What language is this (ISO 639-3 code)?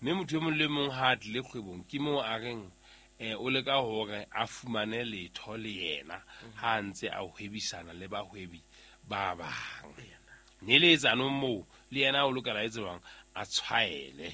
sot